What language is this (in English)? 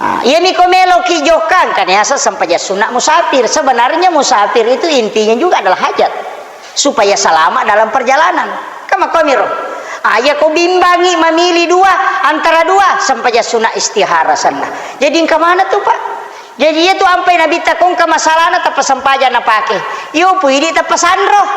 Buginese